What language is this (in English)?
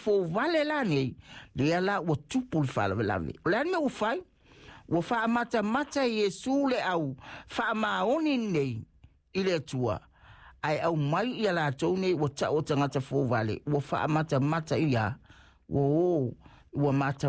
Samoan